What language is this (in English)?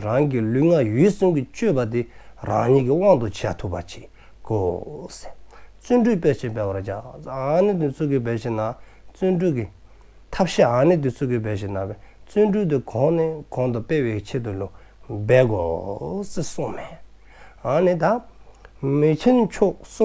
Dzongkha